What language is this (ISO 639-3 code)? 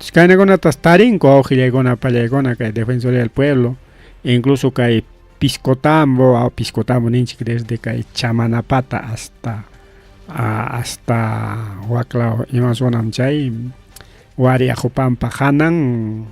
quy